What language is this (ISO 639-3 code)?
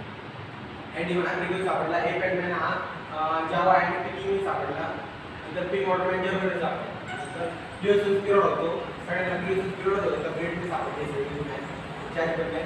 mar